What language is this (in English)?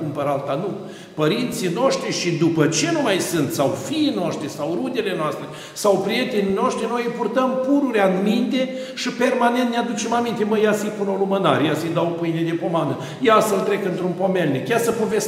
Romanian